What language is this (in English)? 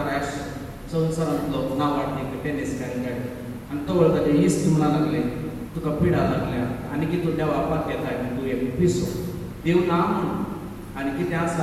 Konkani